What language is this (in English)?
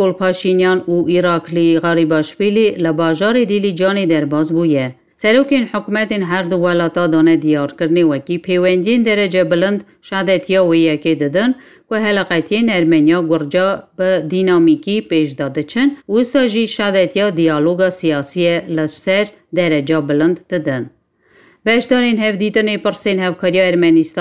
Kurdish